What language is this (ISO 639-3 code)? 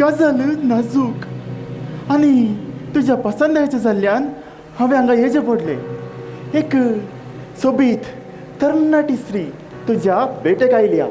kok